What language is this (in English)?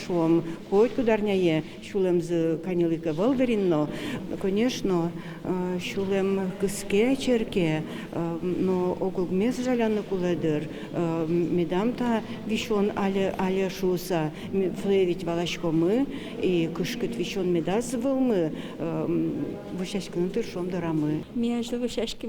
Udmurt